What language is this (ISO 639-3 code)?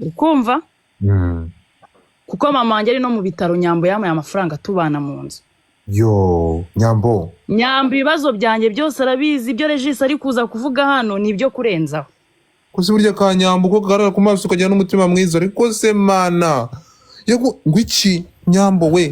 kin